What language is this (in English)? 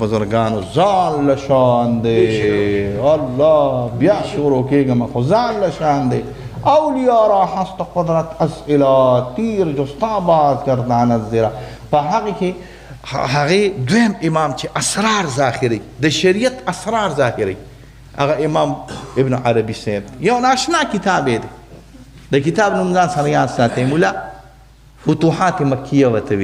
Pashto